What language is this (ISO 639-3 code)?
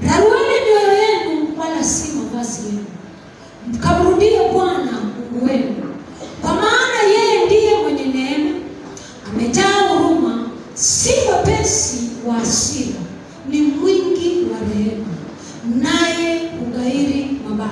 swa